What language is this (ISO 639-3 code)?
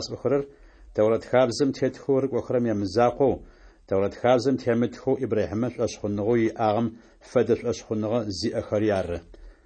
ady